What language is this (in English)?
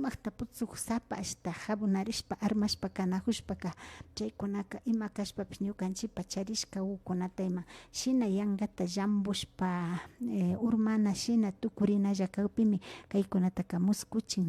Imbabura Highland Quichua